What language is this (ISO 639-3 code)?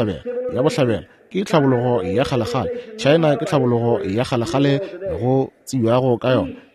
nso